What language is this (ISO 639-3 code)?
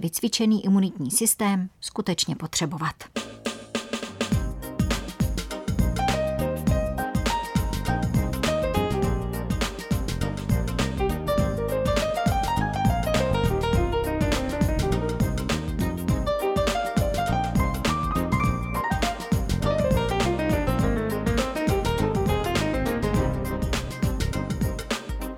ces